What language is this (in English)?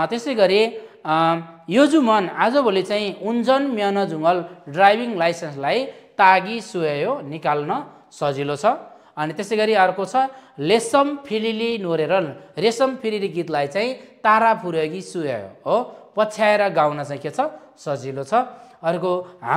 Nepali